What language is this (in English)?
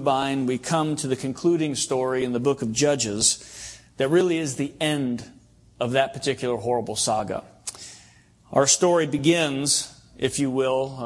English